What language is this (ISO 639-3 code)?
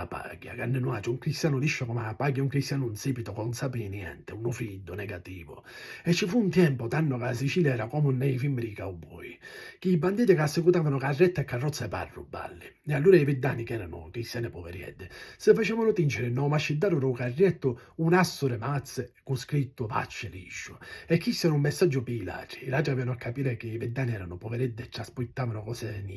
scn